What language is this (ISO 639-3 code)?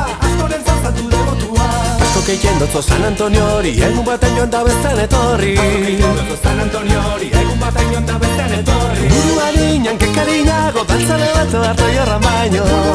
eus